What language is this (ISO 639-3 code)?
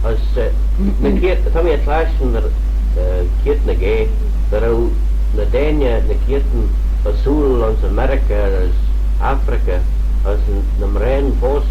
glv